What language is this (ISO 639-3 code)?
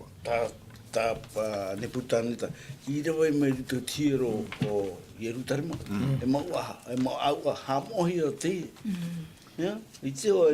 tah